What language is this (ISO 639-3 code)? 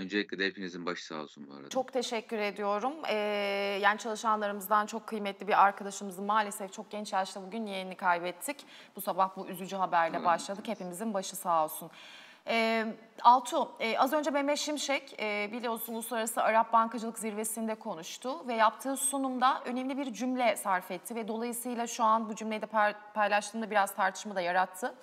tur